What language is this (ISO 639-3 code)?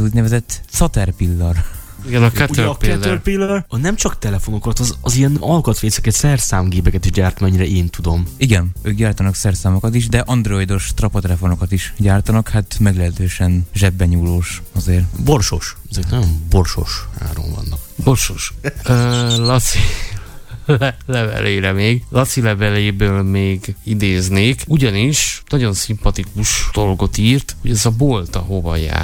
hun